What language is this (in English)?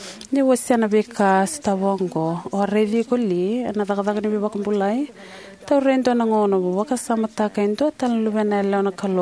Fijian